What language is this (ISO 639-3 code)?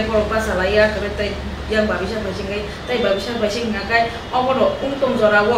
trp